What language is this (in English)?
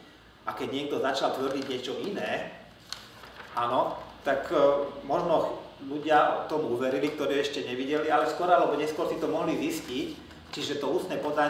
Slovak